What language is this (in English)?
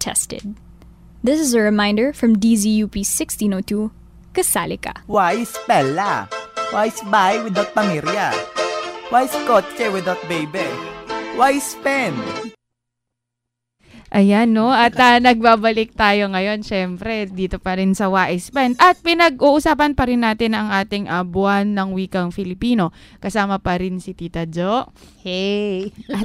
Filipino